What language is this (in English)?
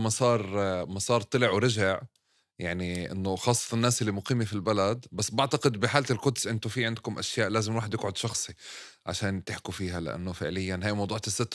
North Levantine Arabic